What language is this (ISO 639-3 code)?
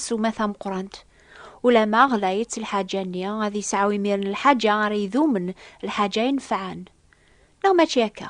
kab